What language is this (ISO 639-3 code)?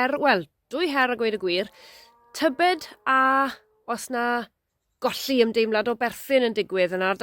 cym